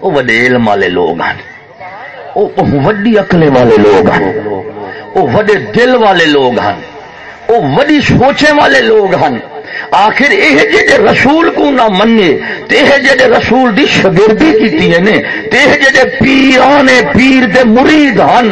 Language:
Saraiki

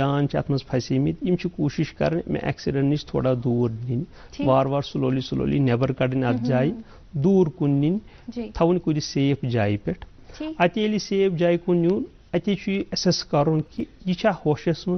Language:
Kashmiri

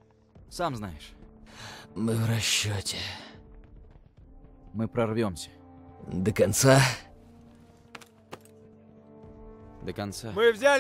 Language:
Russian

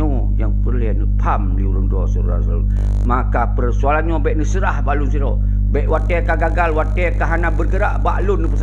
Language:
Achinese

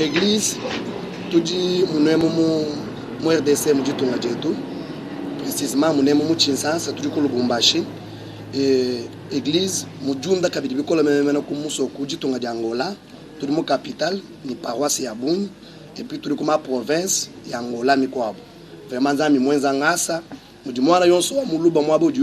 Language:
Luba-Lulua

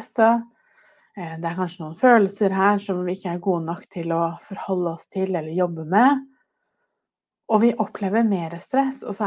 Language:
Norwegian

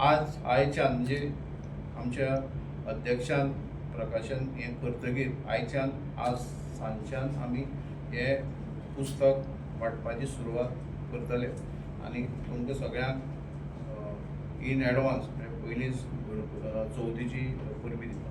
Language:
Konkani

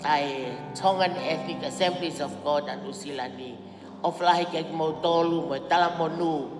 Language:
Tongan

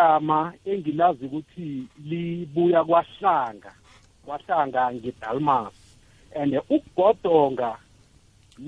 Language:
South Ndebele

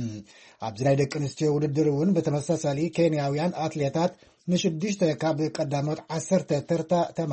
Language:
Tigrinya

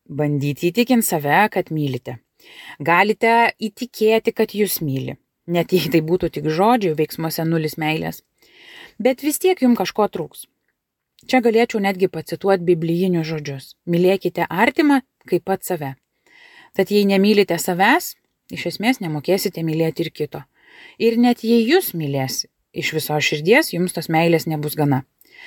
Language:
Lithuanian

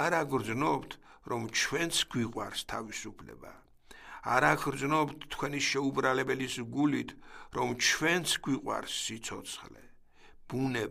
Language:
Georgian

